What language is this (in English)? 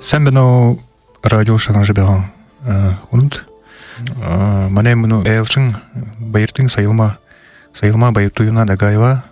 Buriat